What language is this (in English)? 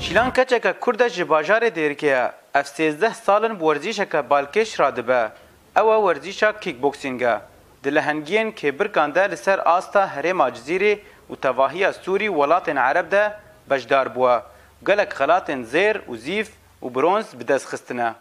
Kurdish